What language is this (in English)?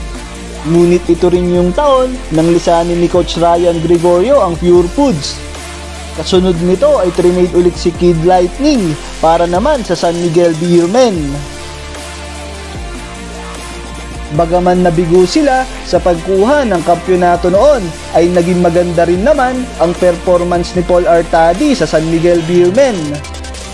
Filipino